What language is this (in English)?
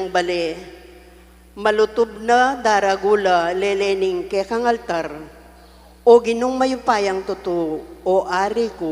Pampanga